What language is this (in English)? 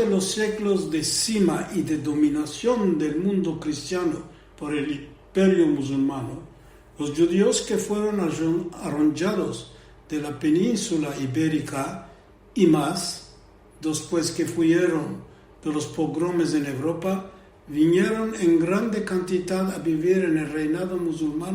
Ladino